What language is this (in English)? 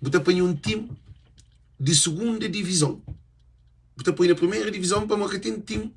Kabuverdianu